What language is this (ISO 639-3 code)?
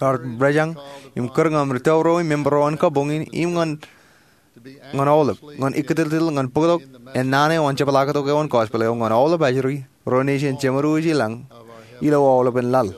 mah